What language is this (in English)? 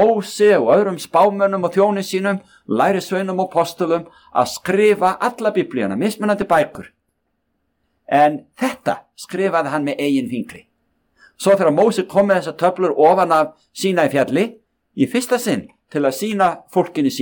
Icelandic